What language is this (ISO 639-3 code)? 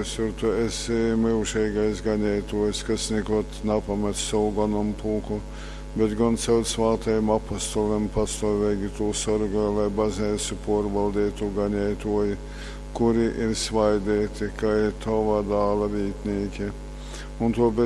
ltg